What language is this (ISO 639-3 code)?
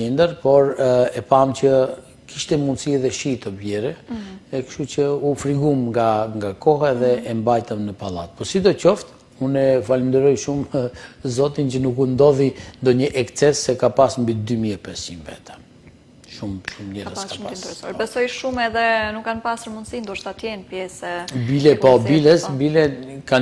sqi